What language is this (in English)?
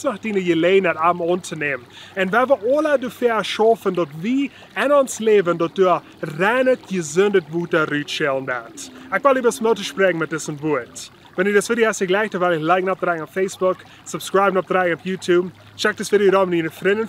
Plautdietsch